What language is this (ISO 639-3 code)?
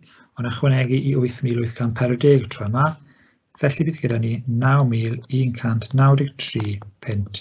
cym